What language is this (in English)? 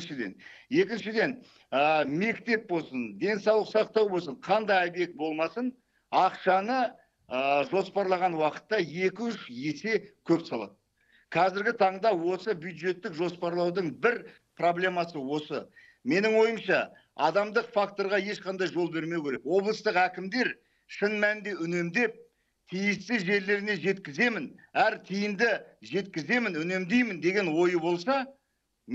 Kazakh